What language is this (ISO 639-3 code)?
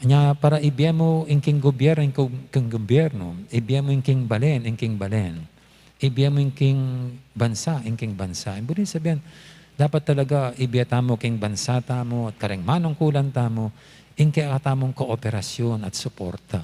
pam